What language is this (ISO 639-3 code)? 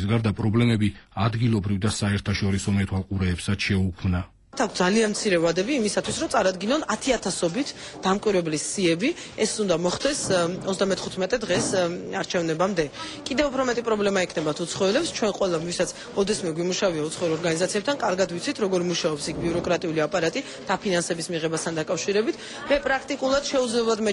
kat